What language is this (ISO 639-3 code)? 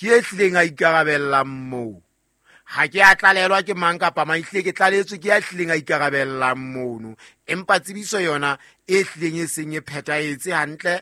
sot